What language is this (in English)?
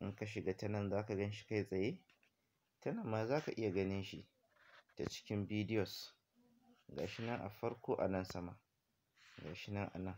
Hausa